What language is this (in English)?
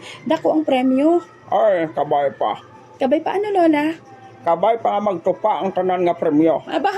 Hiligaynon